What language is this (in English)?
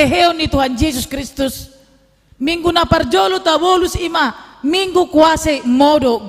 Batak Toba